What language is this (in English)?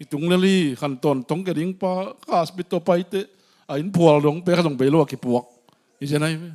Tedim Chin